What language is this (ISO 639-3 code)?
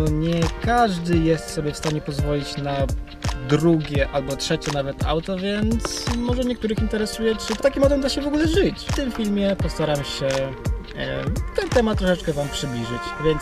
pol